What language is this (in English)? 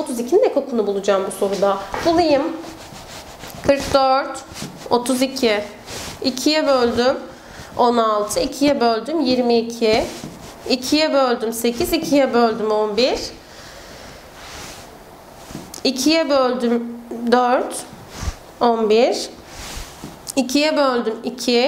Turkish